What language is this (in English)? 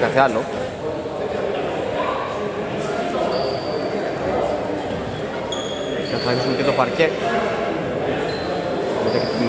Greek